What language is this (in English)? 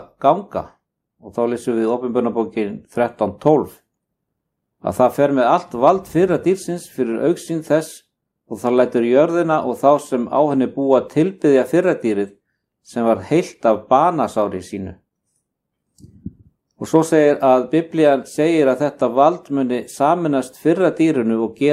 Icelandic